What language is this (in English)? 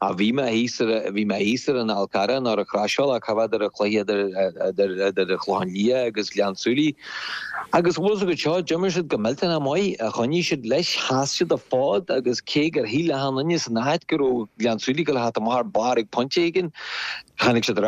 Irish